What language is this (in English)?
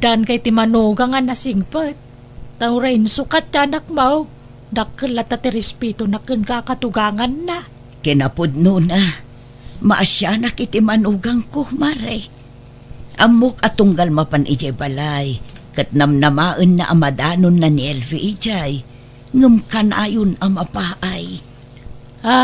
Iloko